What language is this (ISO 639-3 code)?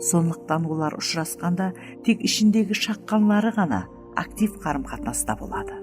kaa